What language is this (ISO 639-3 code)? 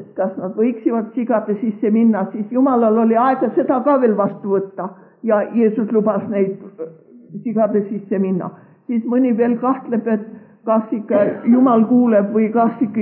est